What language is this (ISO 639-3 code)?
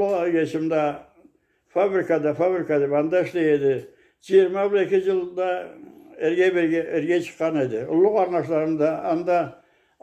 krc